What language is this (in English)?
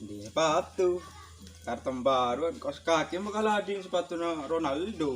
Madurese